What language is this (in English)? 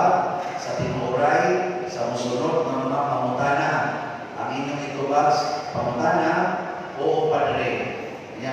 Cebuano